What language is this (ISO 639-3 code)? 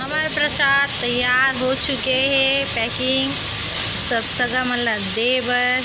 hne